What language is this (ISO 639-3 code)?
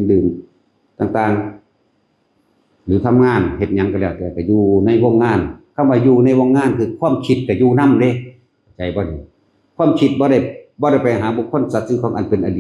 tts